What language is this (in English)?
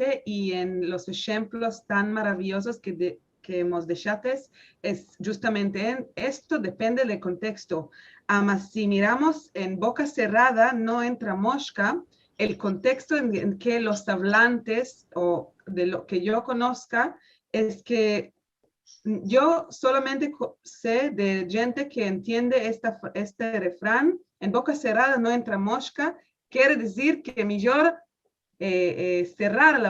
Ladino